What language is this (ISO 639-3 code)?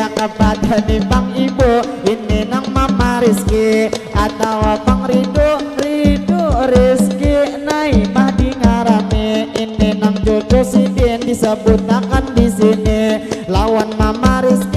bjn